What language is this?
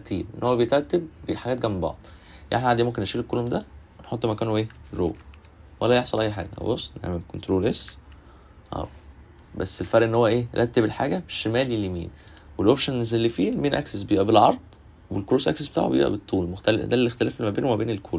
Egyptian Arabic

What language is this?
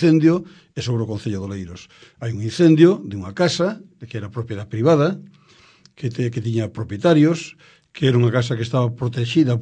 Galician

